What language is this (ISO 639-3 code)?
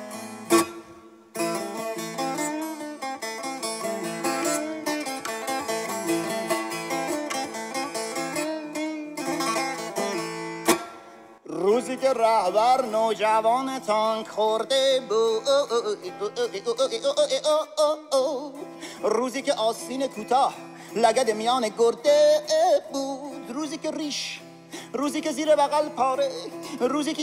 fas